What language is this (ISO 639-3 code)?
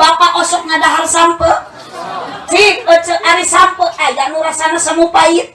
sun